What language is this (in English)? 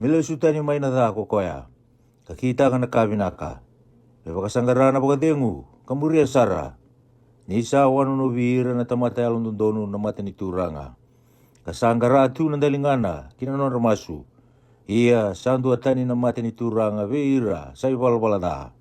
Fijian